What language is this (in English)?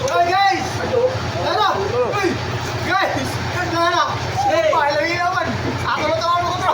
Surigaonon